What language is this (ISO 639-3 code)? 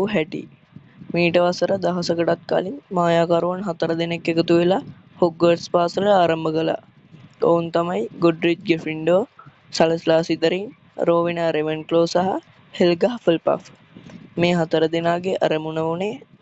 sin